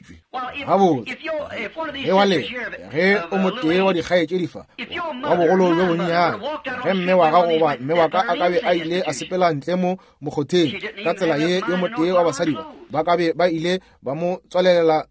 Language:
Northern Sotho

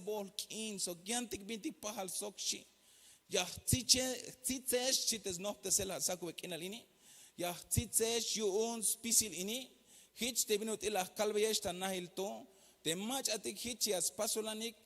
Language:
Tzeltal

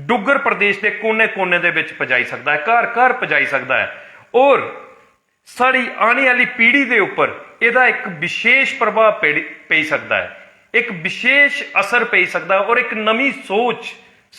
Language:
Dogri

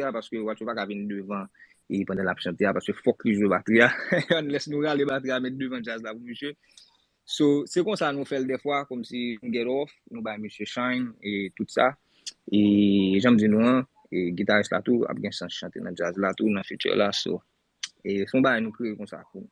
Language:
Haitian Creole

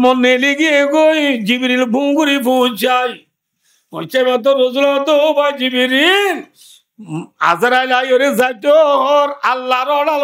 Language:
Rohingya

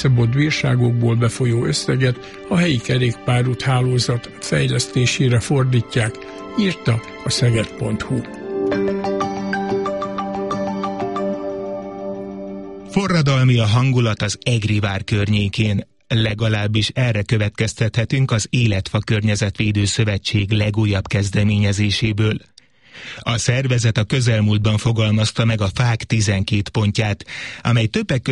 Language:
Hungarian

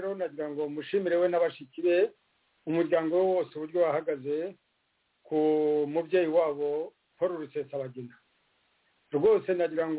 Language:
Kinyarwanda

